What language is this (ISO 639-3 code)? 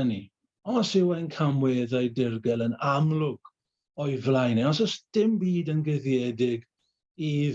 cym